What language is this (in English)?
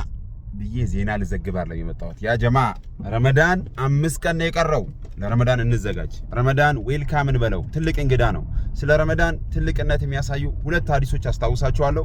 Amharic